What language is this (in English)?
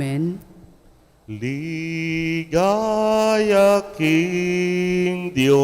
Pampanga